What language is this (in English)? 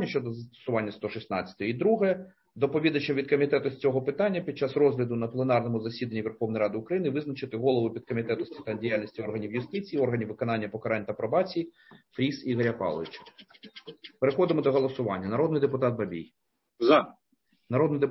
Ukrainian